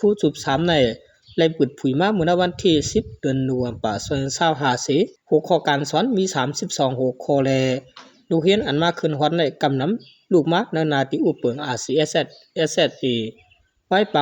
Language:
Shan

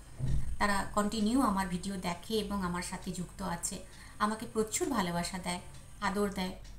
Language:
Bangla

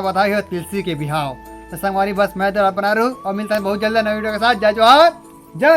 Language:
Chhattisgarhi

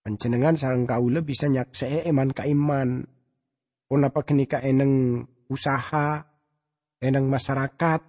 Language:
Madurese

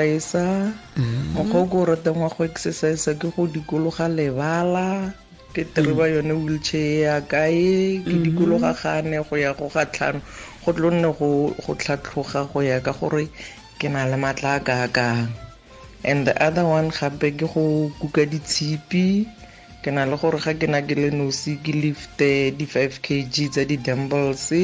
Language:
Tswana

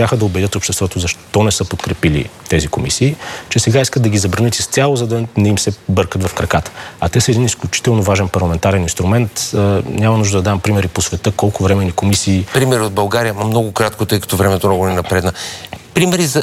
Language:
Bulgarian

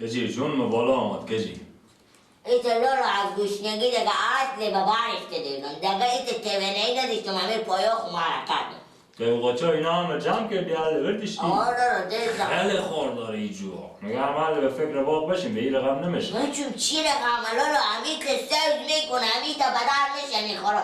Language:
Persian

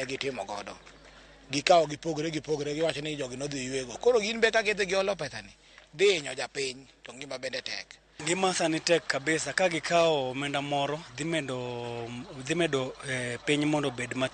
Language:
Luo (Kenya and Tanzania)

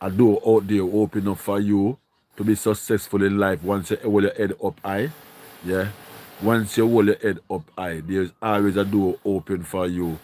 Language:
Jamaican Creole English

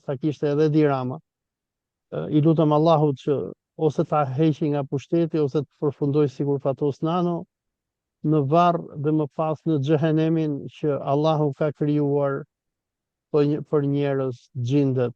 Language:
Albanian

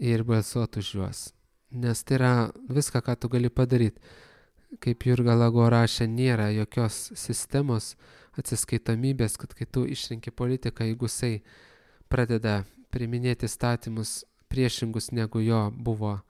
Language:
Lithuanian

